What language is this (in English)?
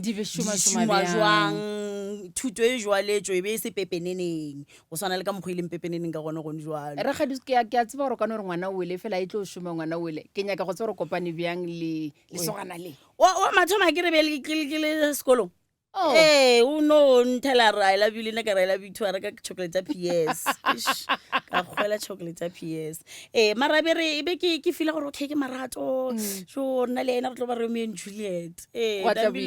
Northern Sotho